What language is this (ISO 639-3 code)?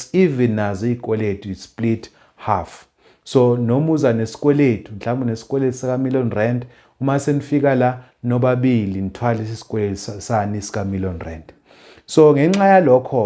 zul